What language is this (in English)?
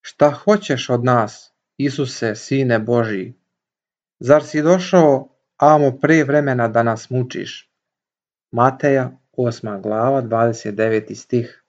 Serbian